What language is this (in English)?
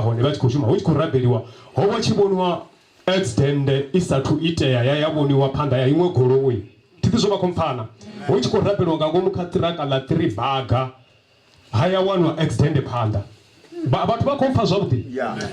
Venda